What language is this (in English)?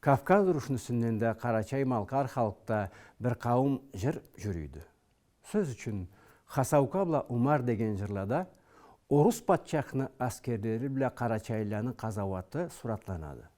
Karachay-Balkar